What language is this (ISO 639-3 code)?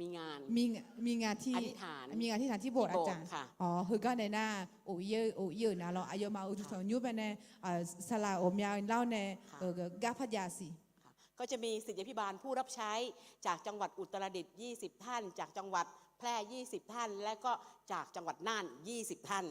ahk